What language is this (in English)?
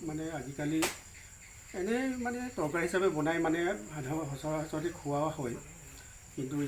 Assamese